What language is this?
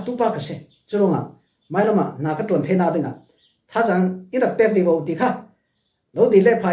Falam Chin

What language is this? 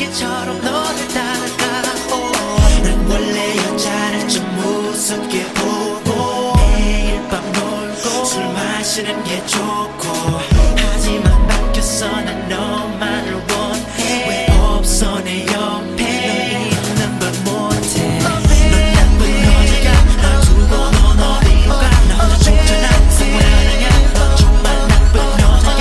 Korean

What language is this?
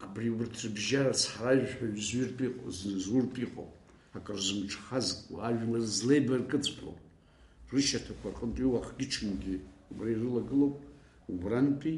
Abkhazian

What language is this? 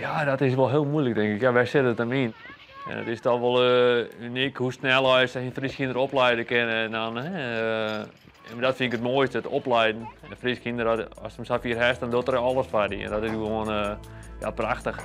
Western Frisian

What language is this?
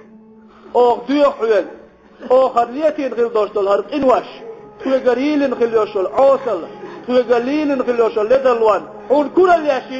Chechen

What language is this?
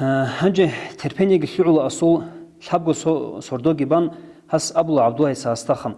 Avaric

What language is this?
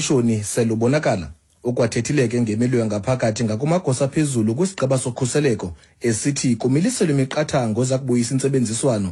Xhosa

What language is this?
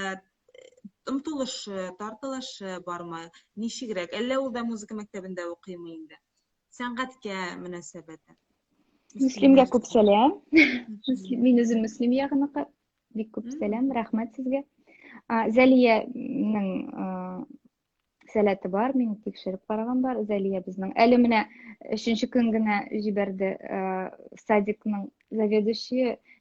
Tatar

